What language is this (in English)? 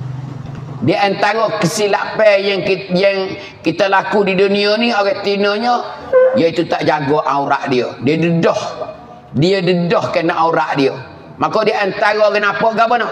Pattani Malay